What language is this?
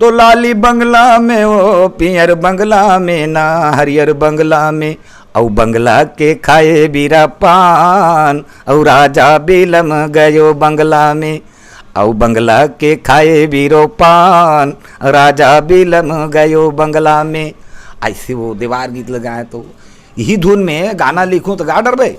Chhattisgarhi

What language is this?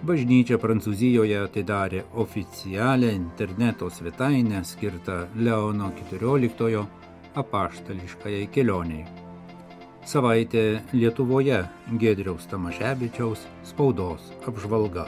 Lithuanian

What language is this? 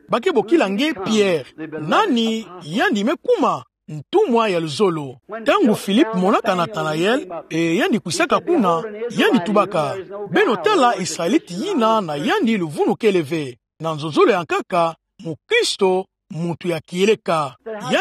Kituba (Democratic Republic of Congo)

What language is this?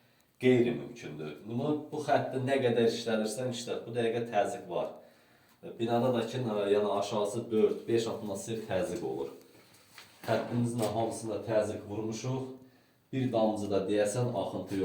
Azerbaijani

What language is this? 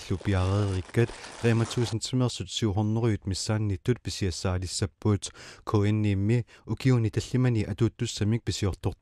Kalaallisut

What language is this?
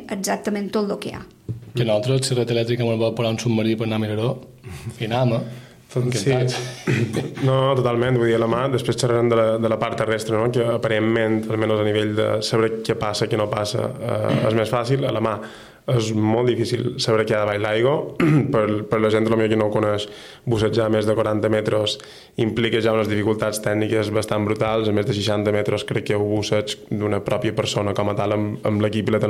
Catalan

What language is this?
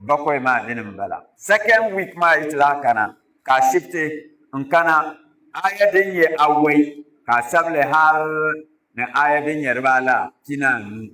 Dagbani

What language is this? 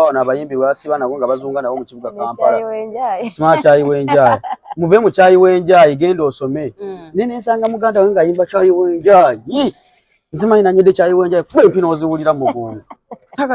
Ganda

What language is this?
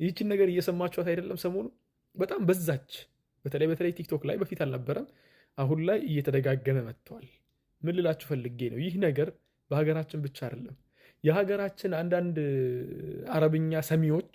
Amharic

